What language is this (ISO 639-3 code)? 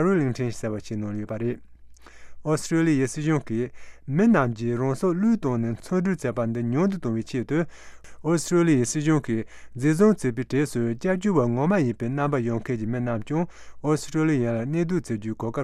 bod